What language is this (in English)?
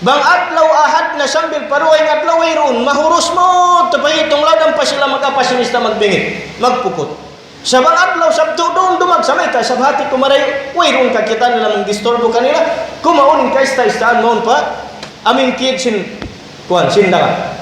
Tausug